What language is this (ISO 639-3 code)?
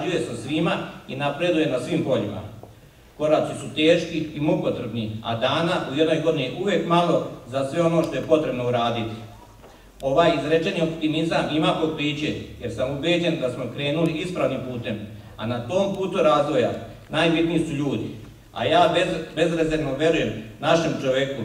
srp